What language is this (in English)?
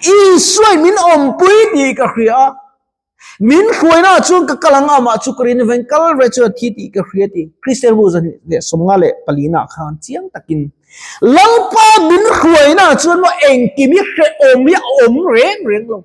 Mizo